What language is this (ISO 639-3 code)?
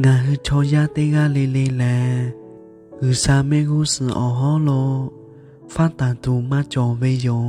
lhu